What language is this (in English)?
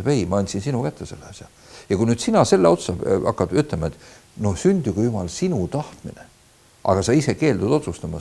Estonian